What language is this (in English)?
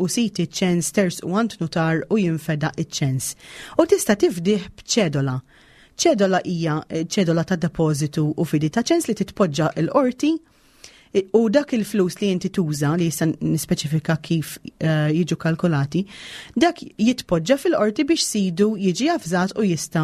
Maltese